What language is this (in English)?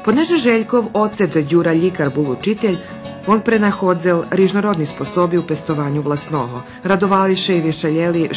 Rusyn